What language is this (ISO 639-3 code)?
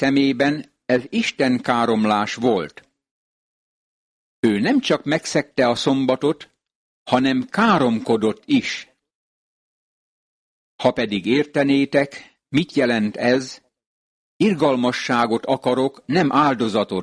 hun